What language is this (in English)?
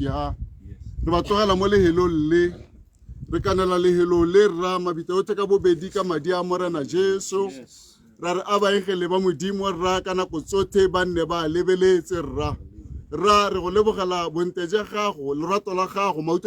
Tswana